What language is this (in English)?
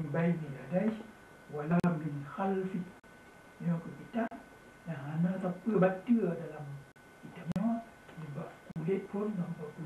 Achinese